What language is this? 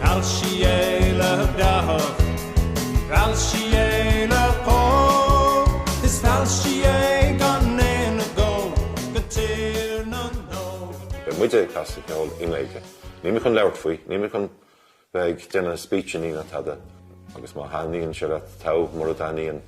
Irish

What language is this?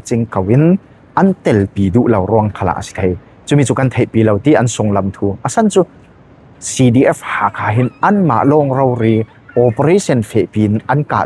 Falam Chin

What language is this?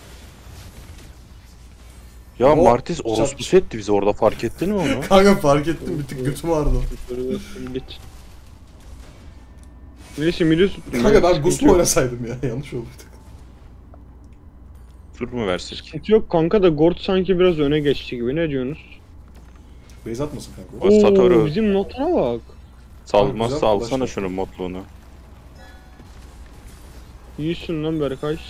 Turkish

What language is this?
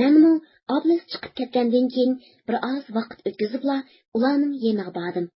Uyghur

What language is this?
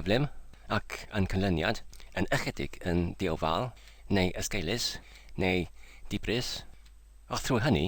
Welsh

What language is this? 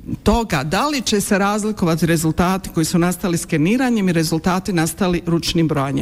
Bosnian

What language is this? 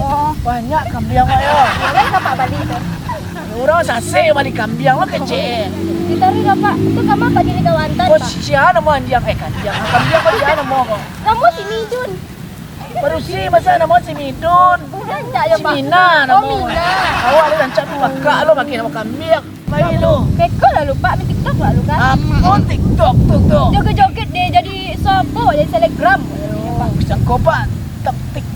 Minangkabau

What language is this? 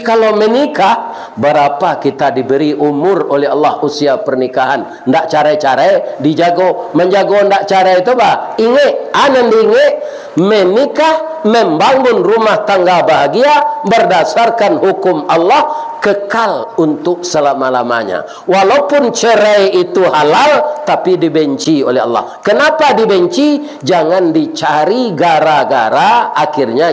Minangkabau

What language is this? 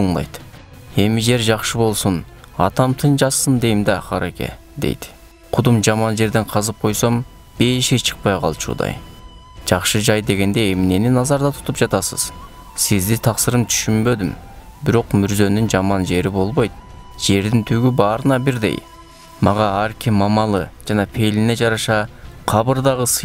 Kyrgyz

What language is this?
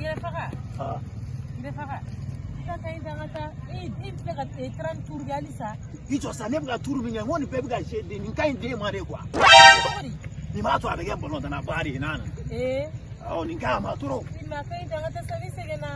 Bambara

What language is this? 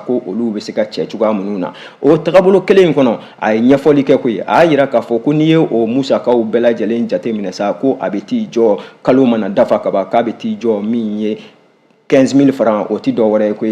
Bambara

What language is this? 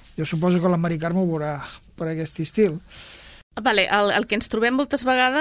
Catalan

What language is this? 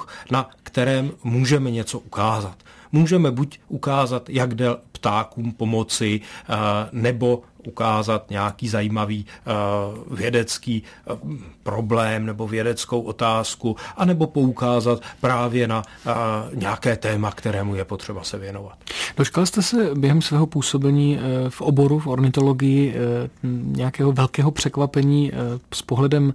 Czech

